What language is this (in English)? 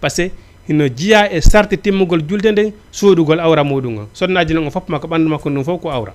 Fula